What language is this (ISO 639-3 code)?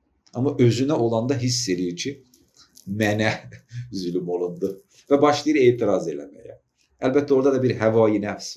aze